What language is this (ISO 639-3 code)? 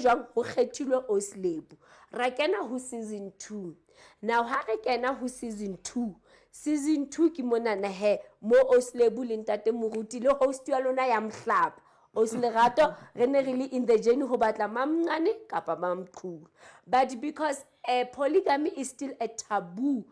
sot